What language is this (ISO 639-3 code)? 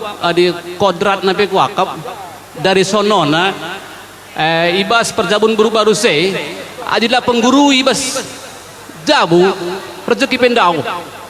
btx